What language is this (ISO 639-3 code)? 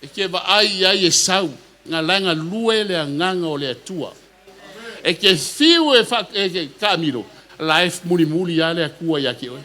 smo